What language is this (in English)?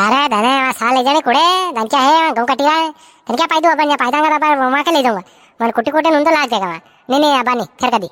Rajasthani